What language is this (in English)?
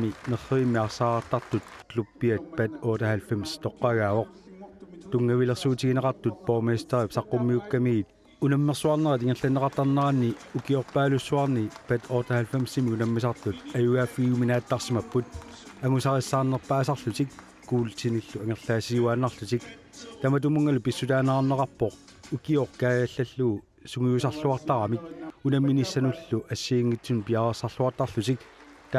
Kalaallisut